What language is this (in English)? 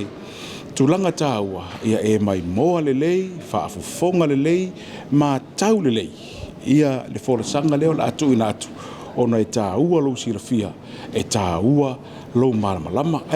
Samoan